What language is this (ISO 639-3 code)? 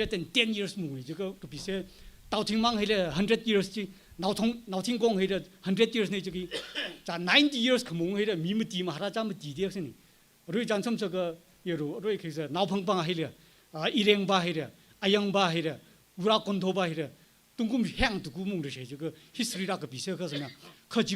nmf